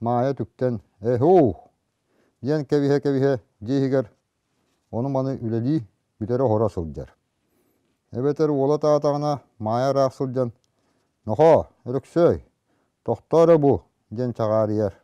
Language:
Yakut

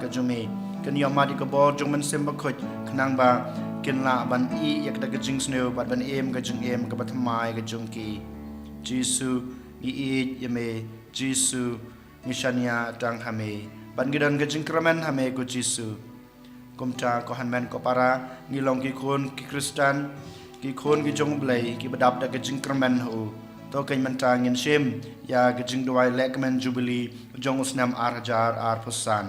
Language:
Khasi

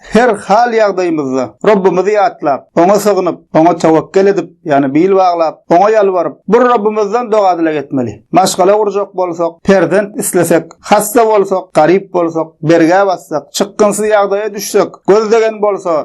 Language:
Turkmen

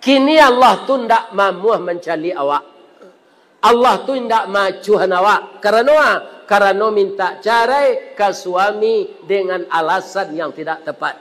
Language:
Minangkabau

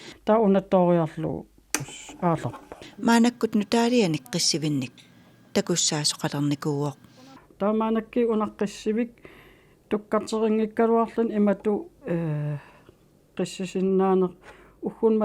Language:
Kalaallisut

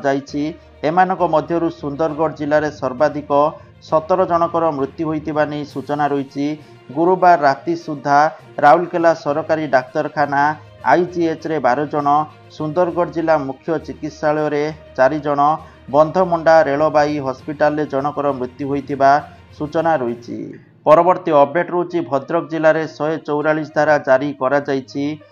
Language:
Odia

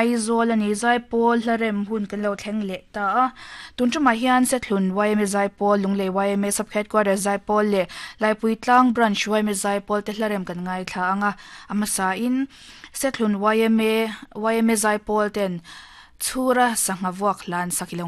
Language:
Mizo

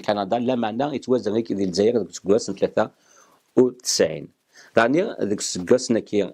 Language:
Kabyle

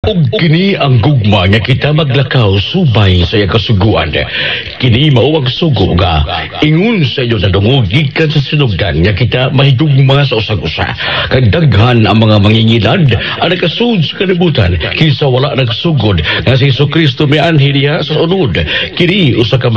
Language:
Cebuano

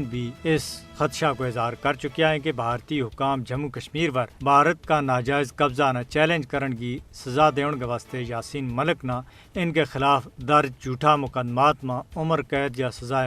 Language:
Gujari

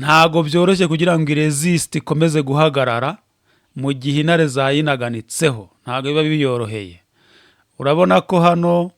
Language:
Kinyarwanda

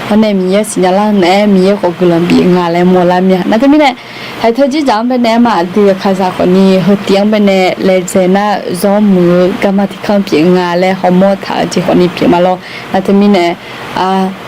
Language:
Akha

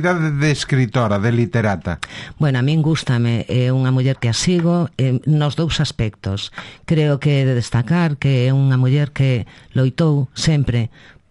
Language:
Galician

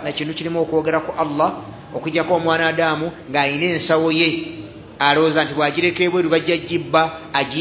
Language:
Ganda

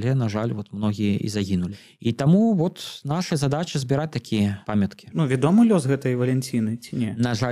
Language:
Belarusian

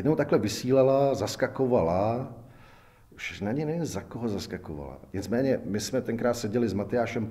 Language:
Czech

